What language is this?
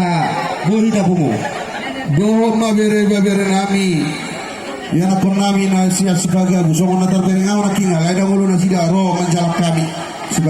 Batak Toba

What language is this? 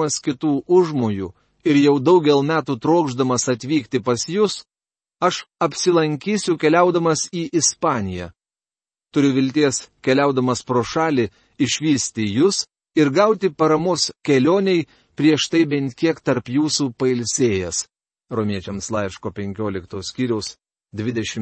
Lithuanian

